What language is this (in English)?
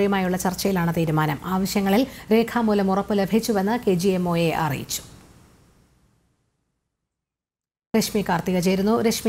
Malayalam